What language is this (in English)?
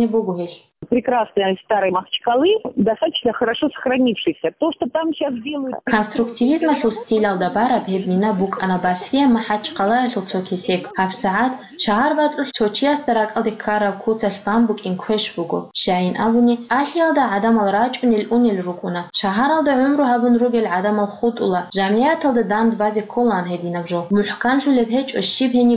Avaric